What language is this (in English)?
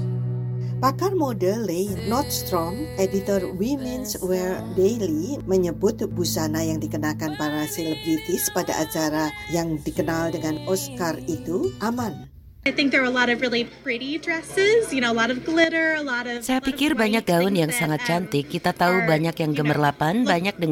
Indonesian